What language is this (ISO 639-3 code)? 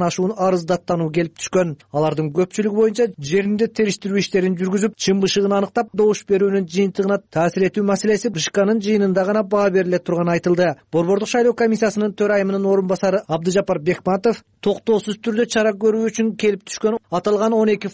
kir